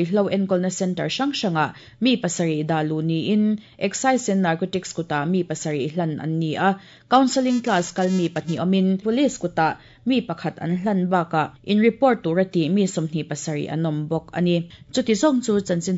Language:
Mizo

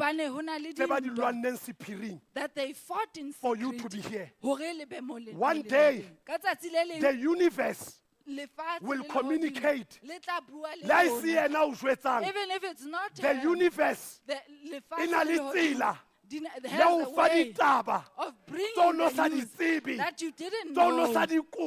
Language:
Southern Sotho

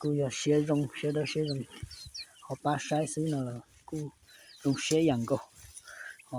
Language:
Hmong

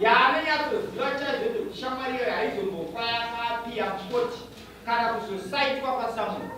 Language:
Shona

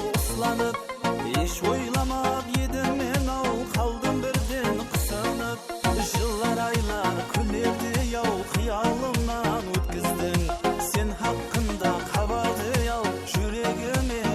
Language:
Kara-Kalpak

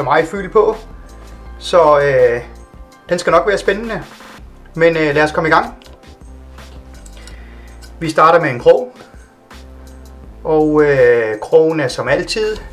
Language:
Danish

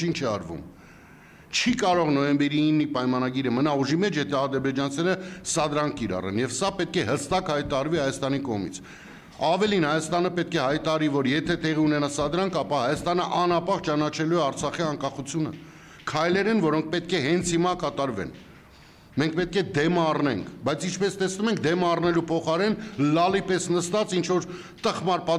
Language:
Armenian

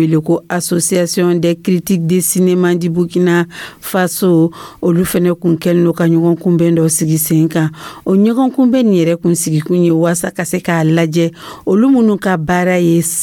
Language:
Dyula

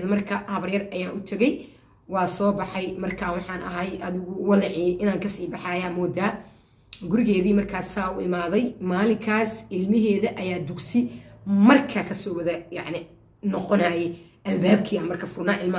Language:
Somali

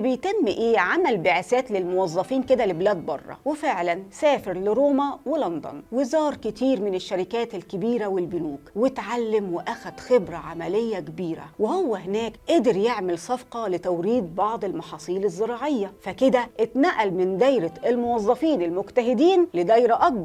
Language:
Egyptian Arabic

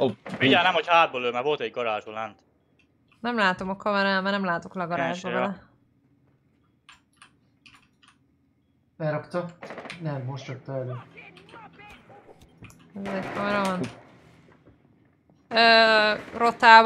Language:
Hungarian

